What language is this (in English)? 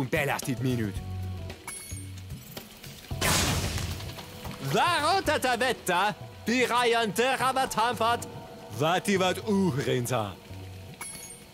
Finnish